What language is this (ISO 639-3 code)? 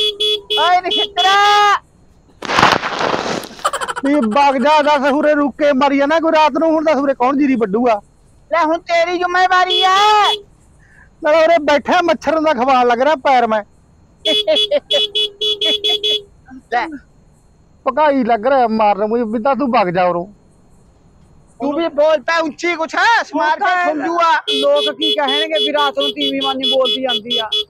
pan